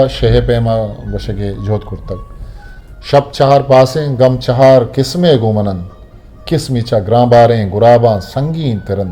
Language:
Eastern Balochi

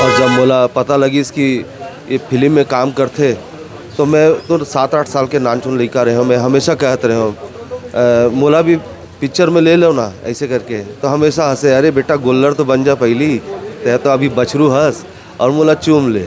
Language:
Chhattisgarhi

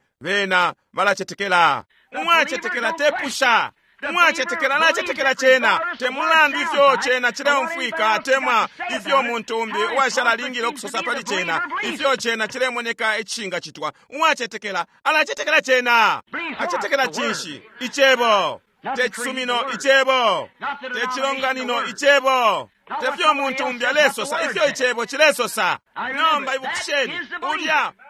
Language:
Bemba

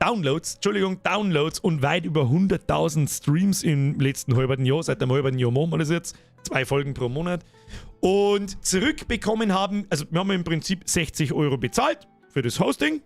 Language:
Bavarian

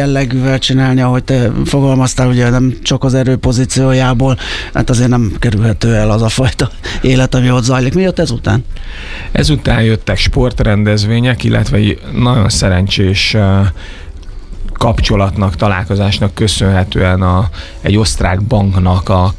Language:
Hungarian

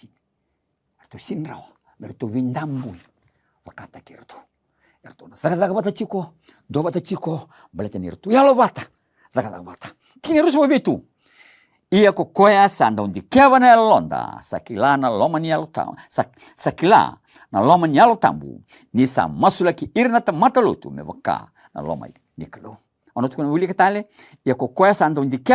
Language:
Fijian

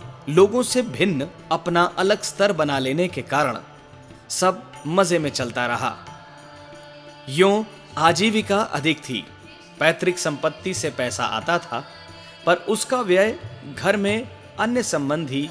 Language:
Hindi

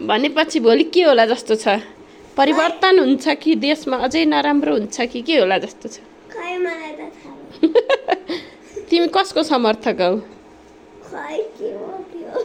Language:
Nepali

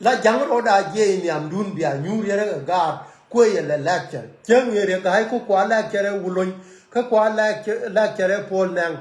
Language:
Nuer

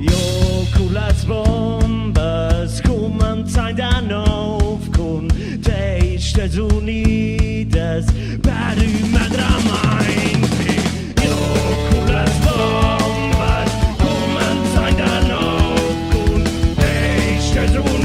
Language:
Romansh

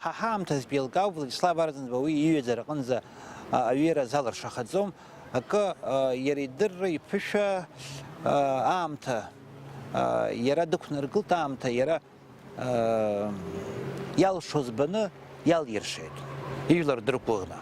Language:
Abkhazian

